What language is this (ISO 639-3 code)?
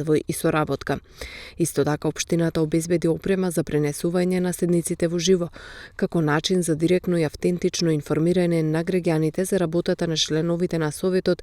mkd